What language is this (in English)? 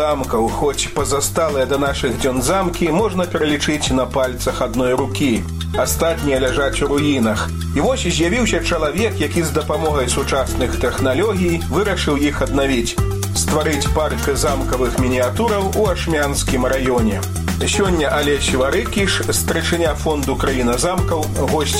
Belarusian